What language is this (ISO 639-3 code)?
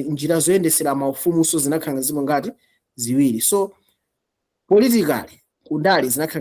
nya